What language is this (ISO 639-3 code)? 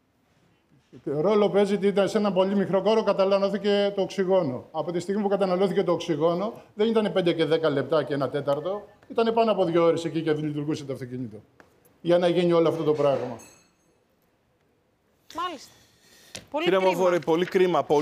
ell